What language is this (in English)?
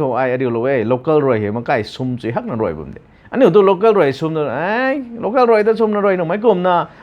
Rongmei Naga